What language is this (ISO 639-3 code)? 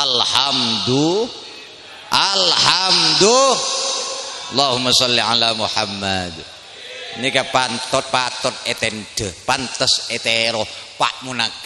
mad